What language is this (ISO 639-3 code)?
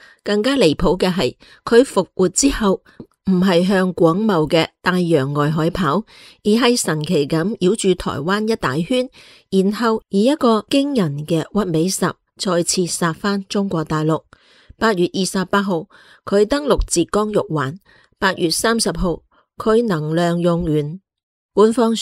yue